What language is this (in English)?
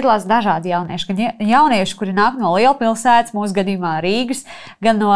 Latvian